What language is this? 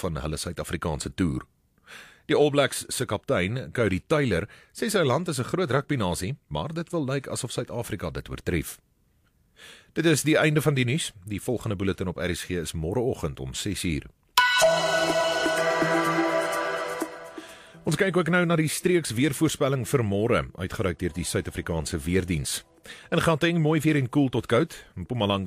Afrikaans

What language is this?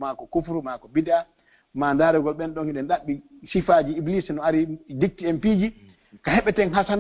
Fula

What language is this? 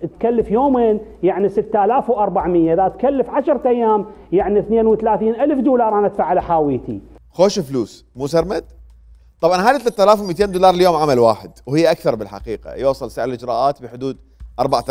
Mesopotamian Arabic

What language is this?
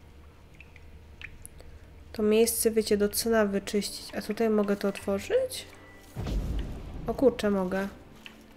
Polish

